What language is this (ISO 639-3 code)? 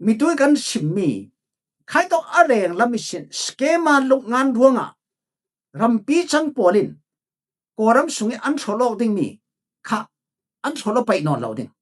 cfm